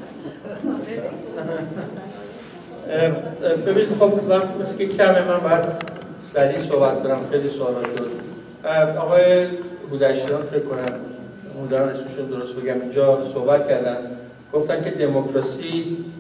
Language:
Persian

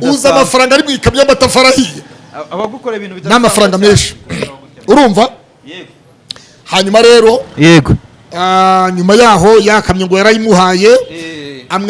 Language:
Kinyarwanda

